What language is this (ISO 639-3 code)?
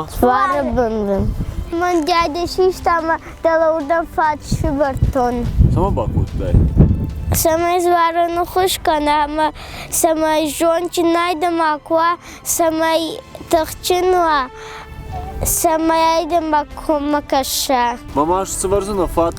oss